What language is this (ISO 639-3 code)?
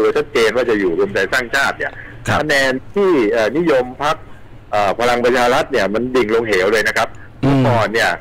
tha